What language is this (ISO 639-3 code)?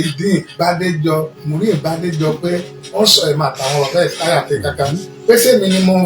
yor